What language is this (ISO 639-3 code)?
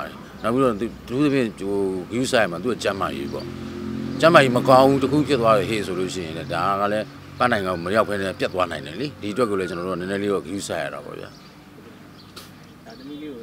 mya